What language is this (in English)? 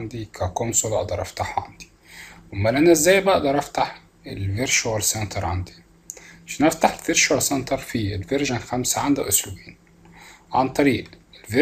Egyptian Arabic